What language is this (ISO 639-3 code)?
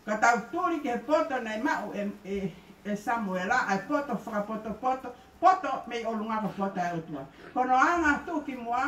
ton